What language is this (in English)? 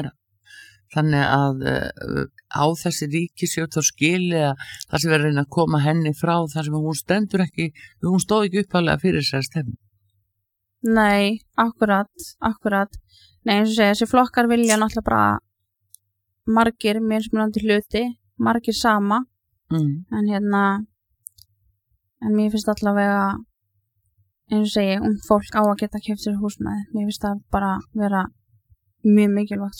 Icelandic